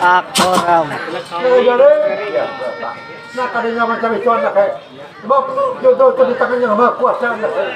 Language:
Banjar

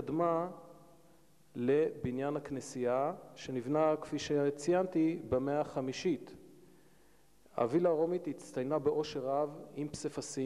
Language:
Hebrew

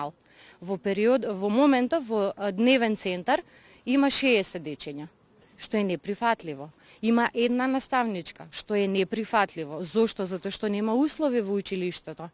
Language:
Macedonian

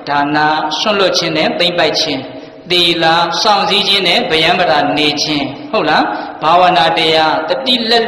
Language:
Burmese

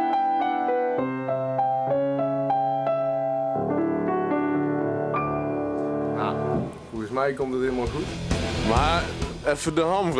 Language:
Dutch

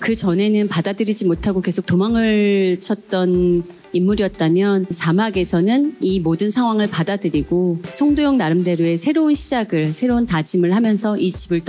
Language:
Korean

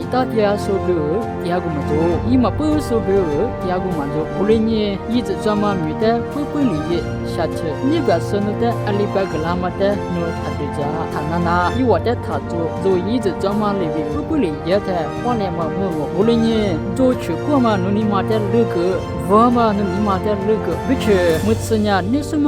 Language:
Lisu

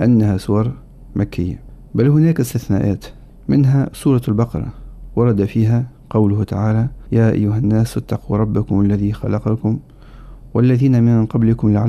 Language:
Arabic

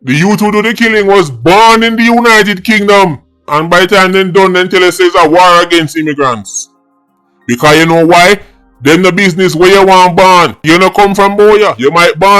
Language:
Jamaican Creole English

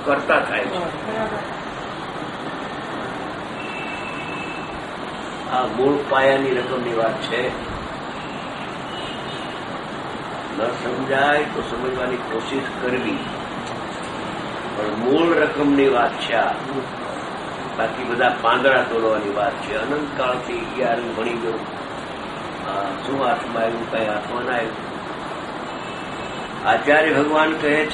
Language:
Gujarati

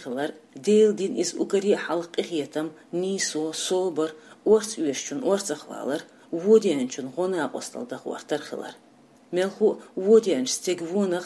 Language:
Chechen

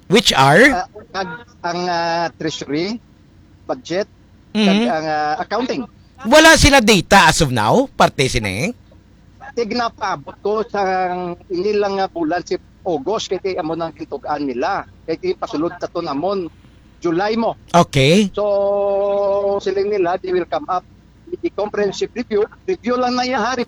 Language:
Hiligaynon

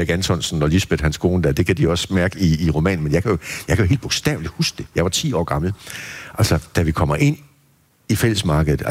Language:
Danish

